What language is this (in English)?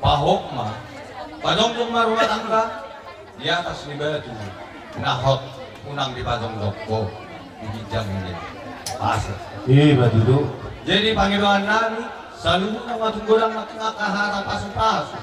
Batak Toba